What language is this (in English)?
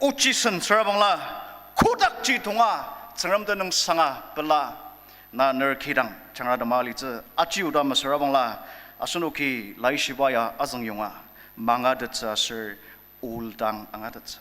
Ao Naga